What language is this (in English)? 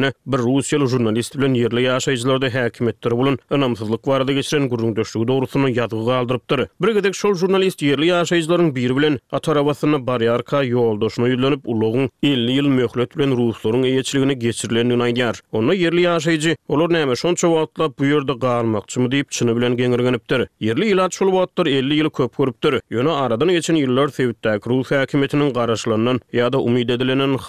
Turkmen